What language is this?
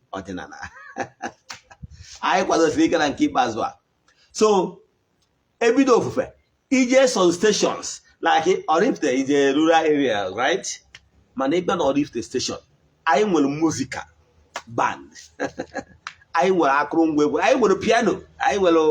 Igbo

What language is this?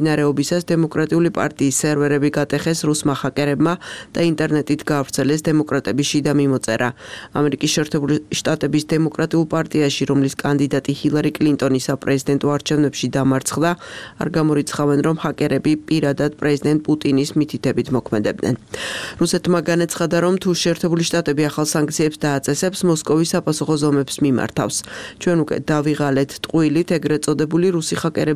Georgian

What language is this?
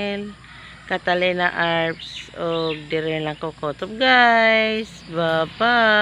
Cebuano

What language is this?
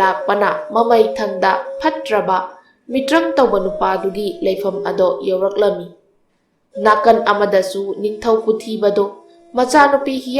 Manipuri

